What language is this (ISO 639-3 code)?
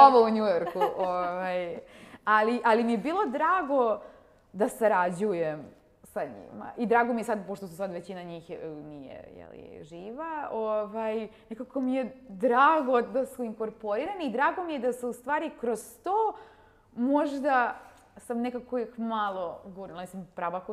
srp